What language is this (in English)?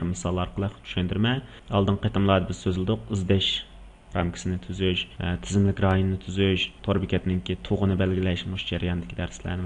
Uyghur